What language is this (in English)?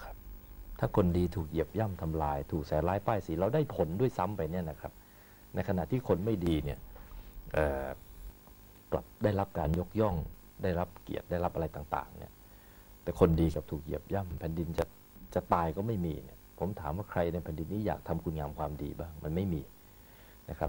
Thai